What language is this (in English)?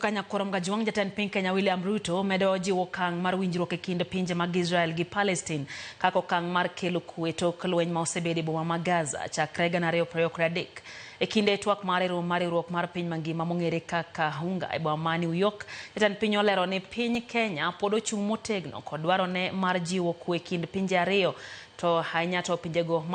Luo (Kenya and Tanzania)